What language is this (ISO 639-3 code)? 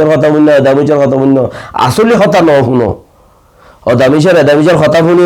rhg